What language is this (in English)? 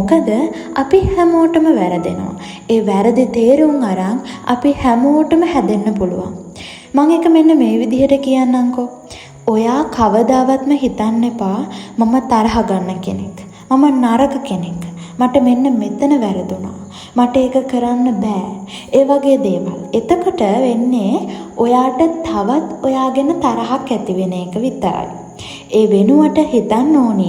Sinhala